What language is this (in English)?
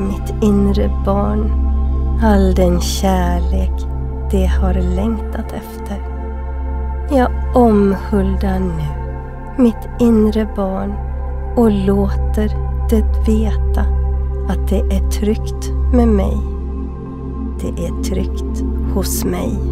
Swedish